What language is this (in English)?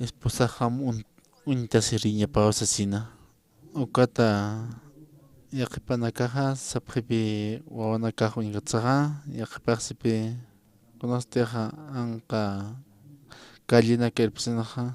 Aymara